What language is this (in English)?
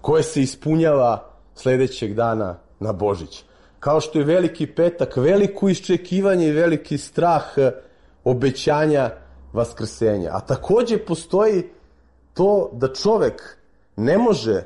Serbian